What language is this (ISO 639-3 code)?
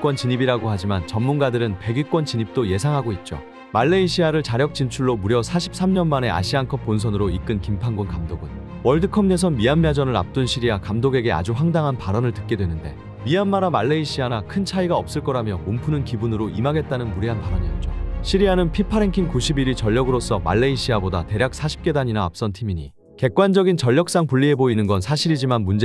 kor